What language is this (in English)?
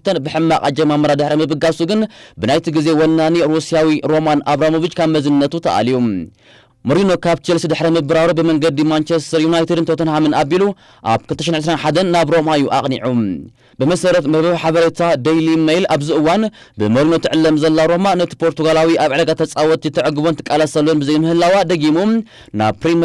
Tigrinya